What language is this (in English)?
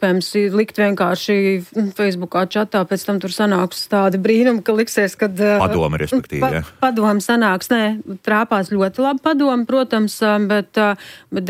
Latvian